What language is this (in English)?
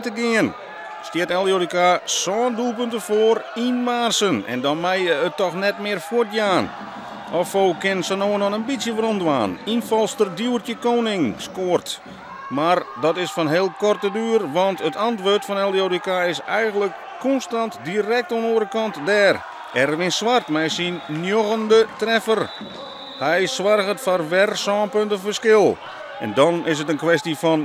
Western Frisian